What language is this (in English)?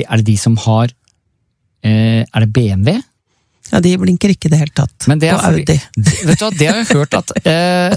Norwegian